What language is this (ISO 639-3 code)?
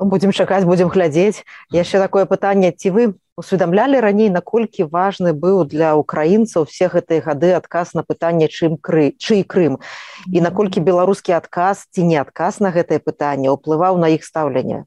bel